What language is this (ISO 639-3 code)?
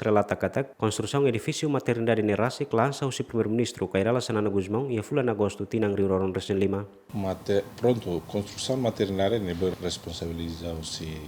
tet